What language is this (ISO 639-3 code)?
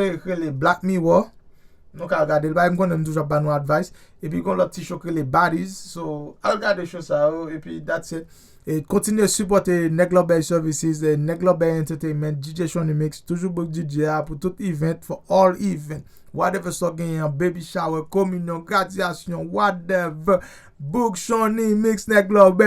hat